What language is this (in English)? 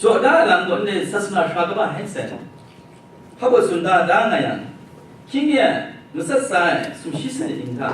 Kachin